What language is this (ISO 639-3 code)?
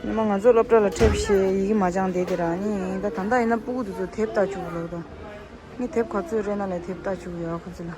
bod